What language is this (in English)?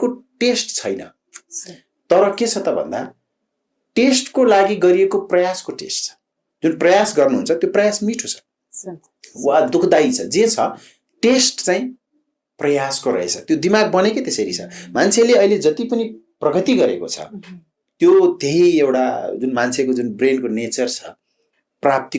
Nepali